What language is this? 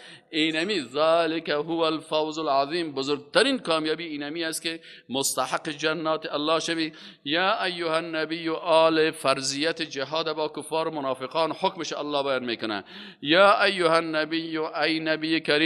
Persian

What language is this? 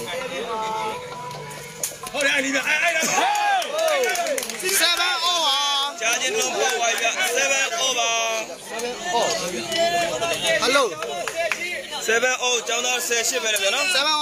Burmese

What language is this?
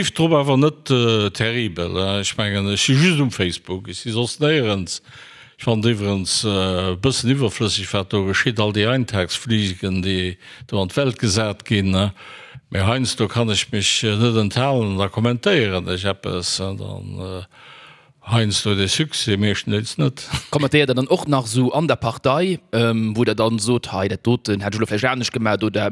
Luxembourgish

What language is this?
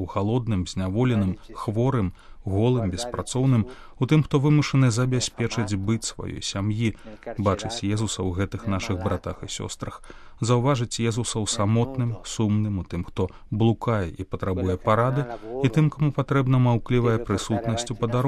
Belarusian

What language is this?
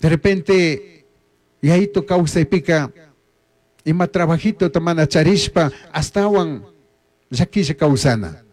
Chimborazo Highland Quichua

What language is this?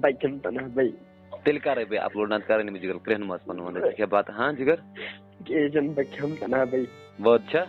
Kashmiri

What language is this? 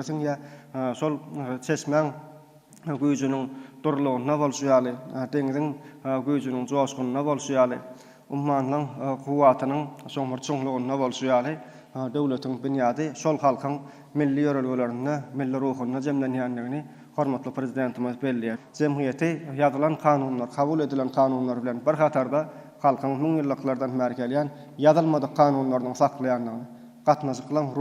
Turkmen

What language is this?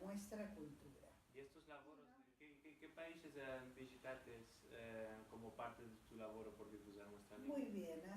Ladino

